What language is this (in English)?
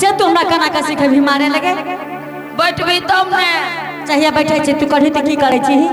Angika